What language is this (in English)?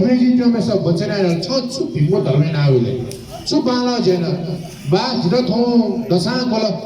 Newari